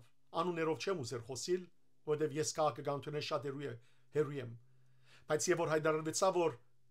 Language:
Western Armenian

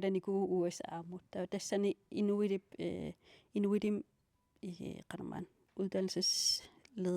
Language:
Kalaallisut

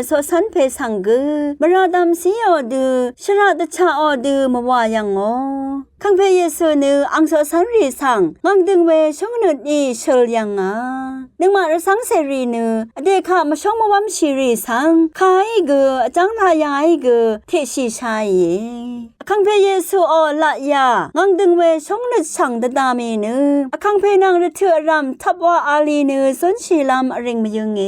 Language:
Rawang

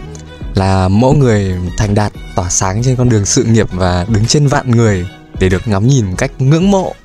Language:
Vietnamese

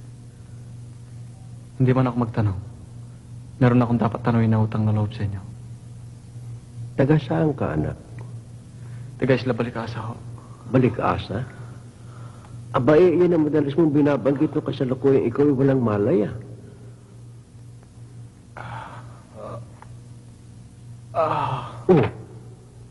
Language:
Filipino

